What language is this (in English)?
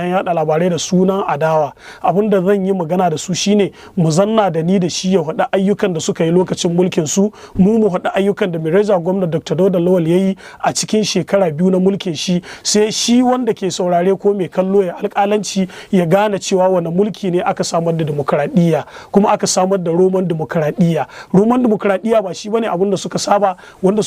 Hausa